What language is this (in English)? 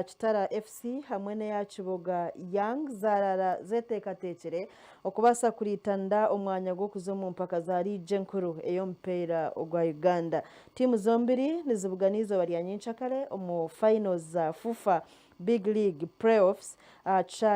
Nyankole